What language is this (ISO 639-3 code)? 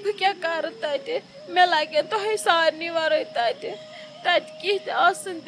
kas